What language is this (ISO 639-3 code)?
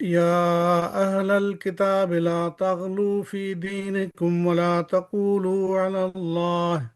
snd